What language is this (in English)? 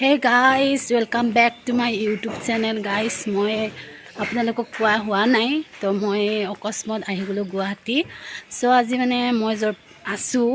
Assamese